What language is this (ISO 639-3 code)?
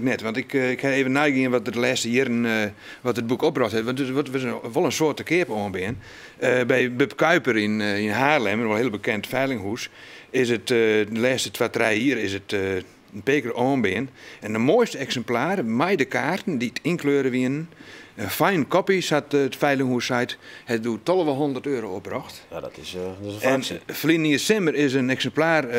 fry